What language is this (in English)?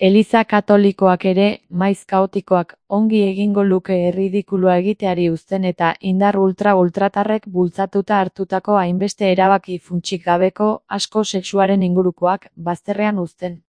Basque